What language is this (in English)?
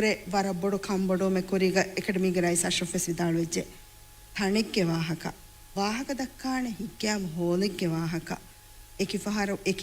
Divehi